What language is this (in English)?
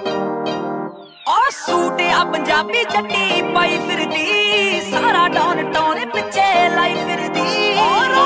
Punjabi